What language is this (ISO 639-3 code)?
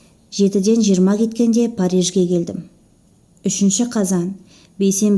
kaz